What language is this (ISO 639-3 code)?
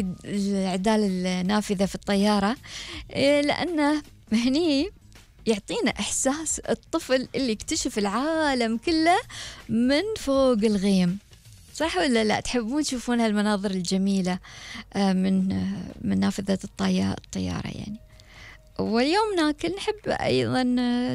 afb